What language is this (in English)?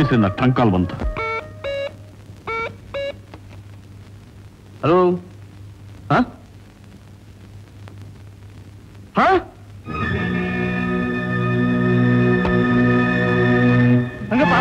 Kannada